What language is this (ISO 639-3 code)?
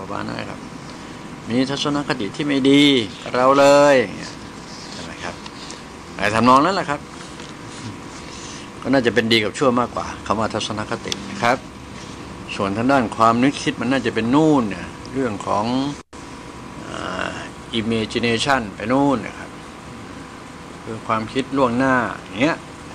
tha